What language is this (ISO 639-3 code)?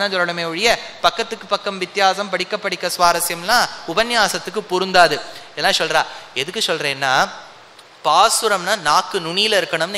tam